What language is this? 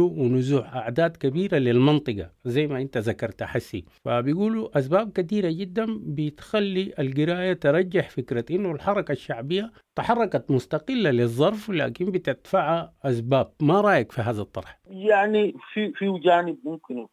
Sudanese Arabic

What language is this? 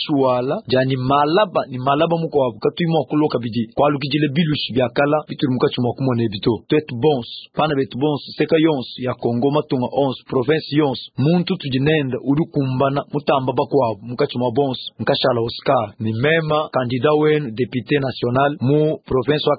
Luba-Lulua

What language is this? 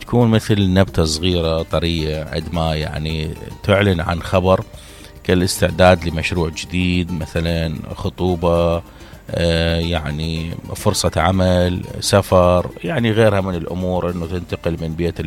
Mesopotamian Arabic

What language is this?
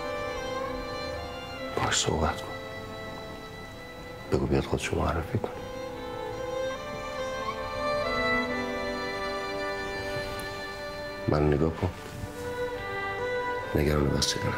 Persian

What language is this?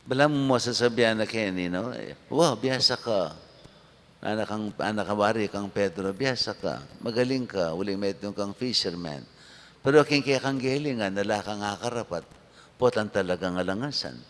Pampanga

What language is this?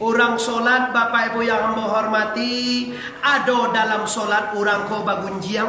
Minangkabau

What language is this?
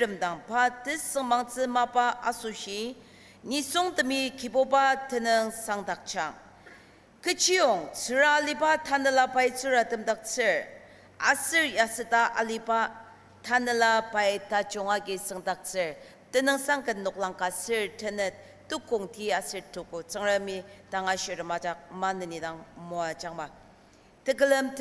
Ao Naga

